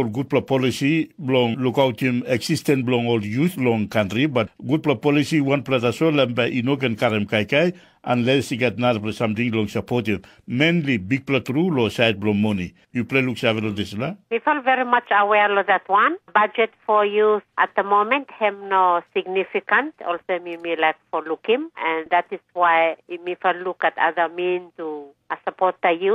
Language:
Tok Pisin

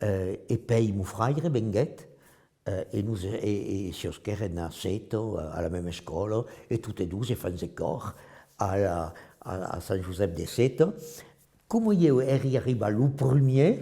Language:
Occitan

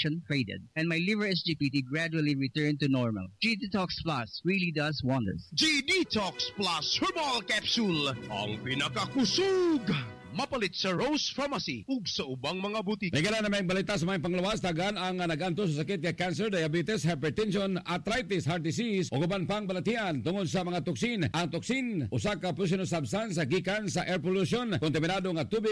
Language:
Cebuano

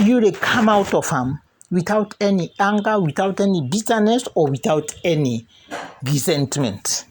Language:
Krio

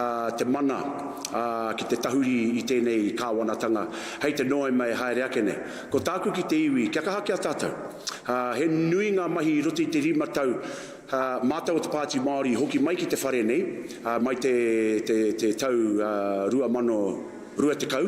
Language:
Māori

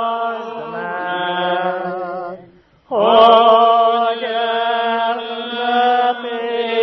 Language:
Hungarian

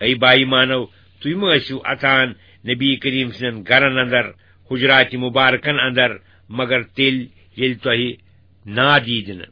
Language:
Kashmiri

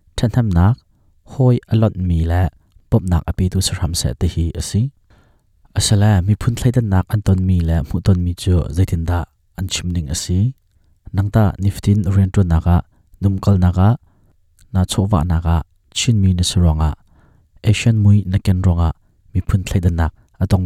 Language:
Hakha Chin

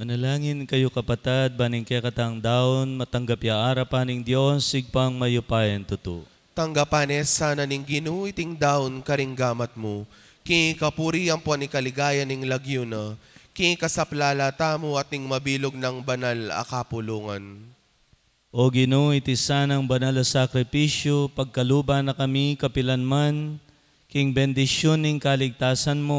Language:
Pampanga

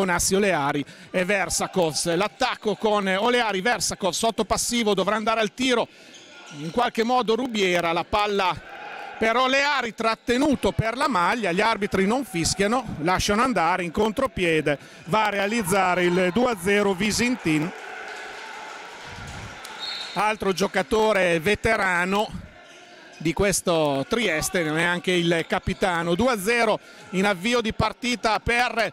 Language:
Italian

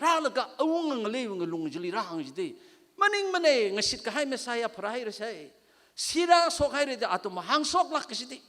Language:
Tangkhul Naga (India)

